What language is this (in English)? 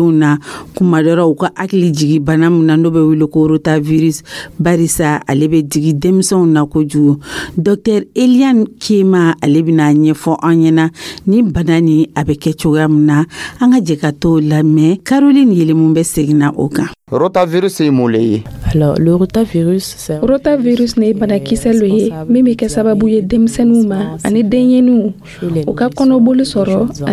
Dyula